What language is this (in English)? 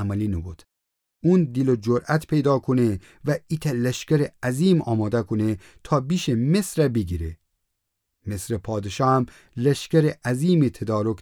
Gilaki